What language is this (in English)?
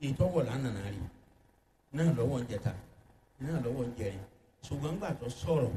Yoruba